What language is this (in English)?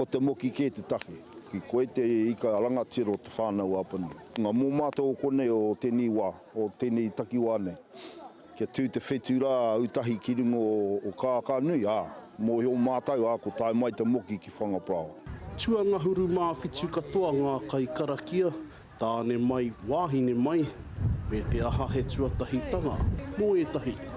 Māori